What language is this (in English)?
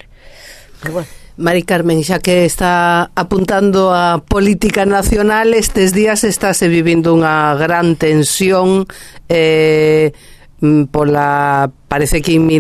Galician